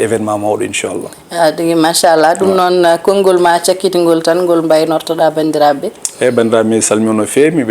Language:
Fula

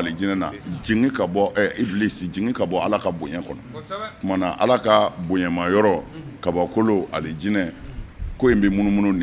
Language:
Bambara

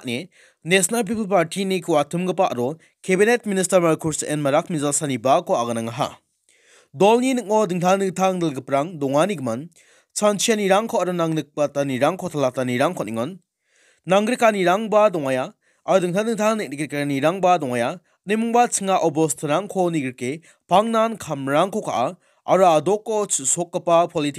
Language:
Garo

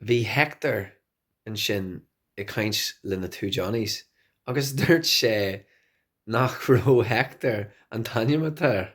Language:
Irish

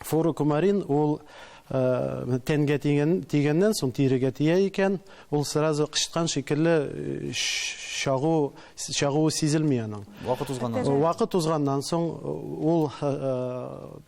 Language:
Tatar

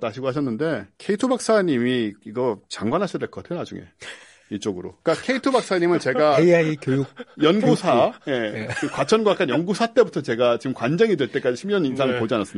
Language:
Korean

